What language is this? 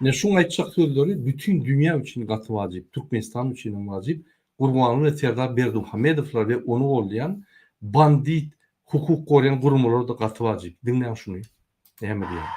Turkmen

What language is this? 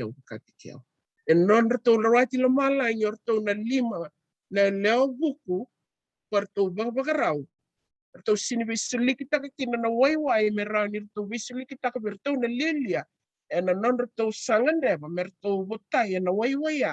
Fijian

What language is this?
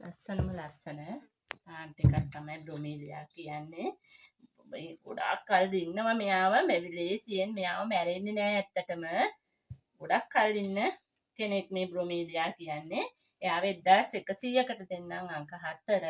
Sinhala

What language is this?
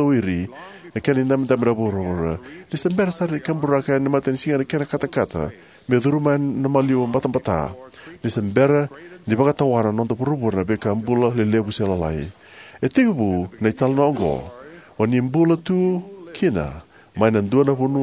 Fijian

